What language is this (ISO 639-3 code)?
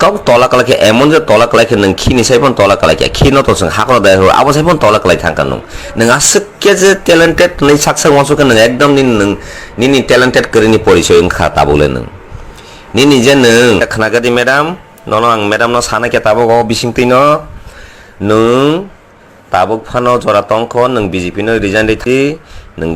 trp